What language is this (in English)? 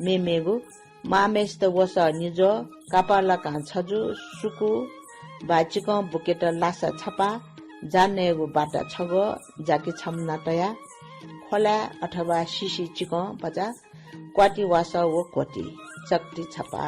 Newari